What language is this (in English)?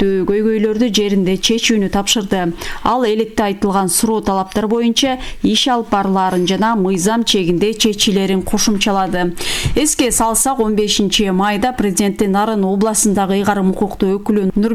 Kyrgyz